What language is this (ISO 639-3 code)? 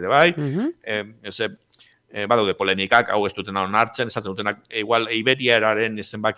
eus